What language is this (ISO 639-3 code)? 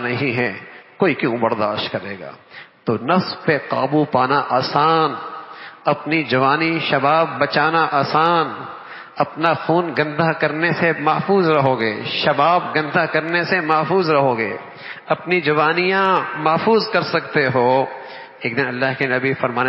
urd